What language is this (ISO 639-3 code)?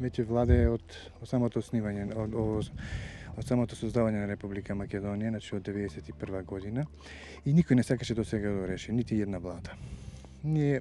mkd